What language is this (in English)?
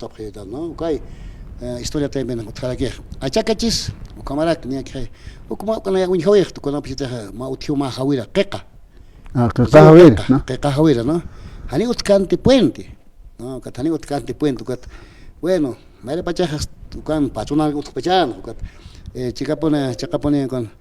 Aymara